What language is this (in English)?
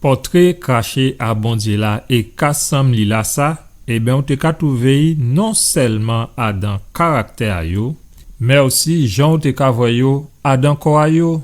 Guadeloupean Creole French